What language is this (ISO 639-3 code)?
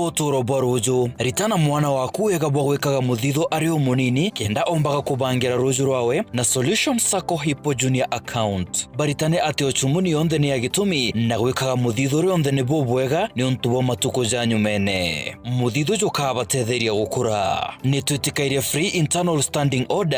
mer